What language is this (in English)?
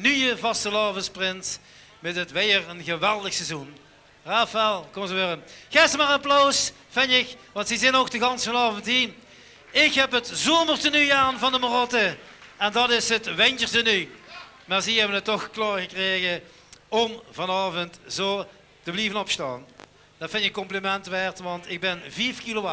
Limburgish